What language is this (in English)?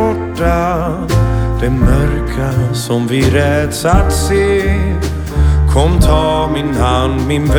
Swedish